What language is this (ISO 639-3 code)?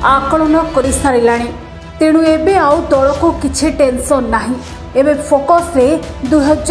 ori